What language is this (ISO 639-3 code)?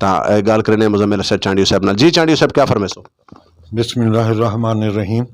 skr